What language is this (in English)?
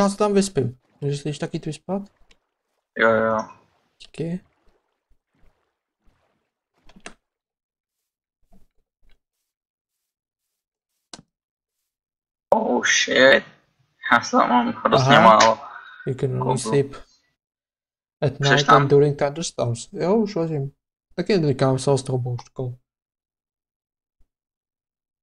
Czech